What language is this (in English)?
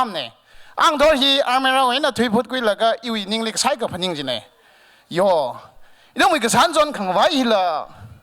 Tangkhul Naga (India)